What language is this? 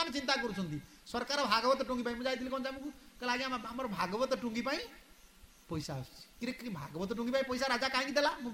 Odia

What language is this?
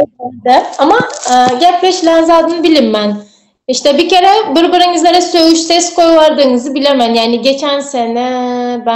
Turkmen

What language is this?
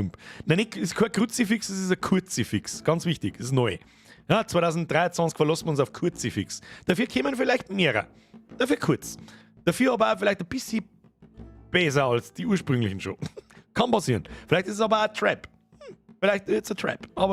Bavarian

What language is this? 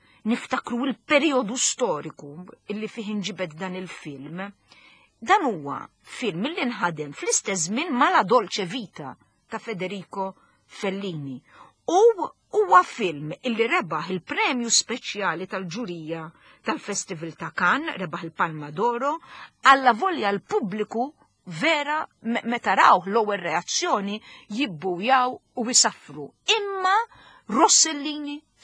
Maltese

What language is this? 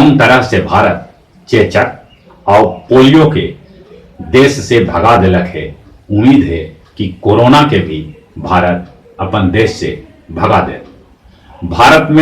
Magahi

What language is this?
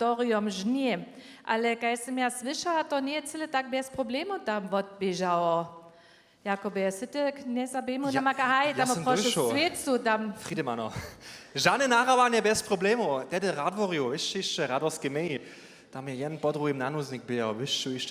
Upper Sorbian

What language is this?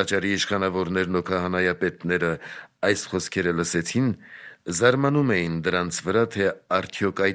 Armenian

